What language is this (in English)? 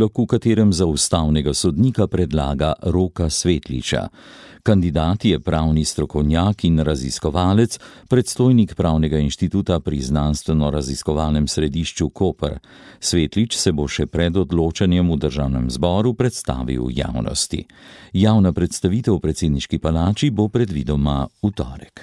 Slovenian